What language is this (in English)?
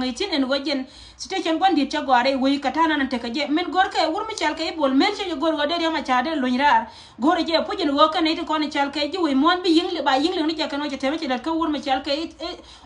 Nuer